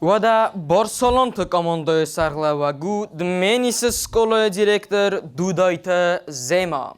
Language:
Ossetic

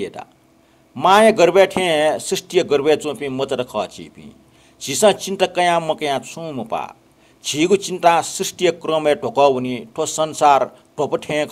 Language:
Newari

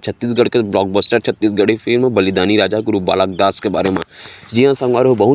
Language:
Chhattisgarhi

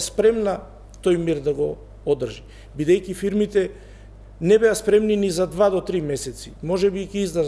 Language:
Macedonian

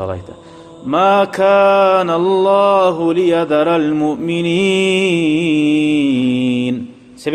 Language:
Kumyk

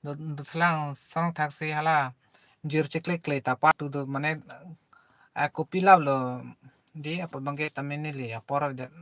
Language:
Karbi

